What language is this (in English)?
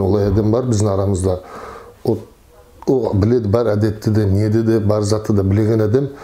Nogai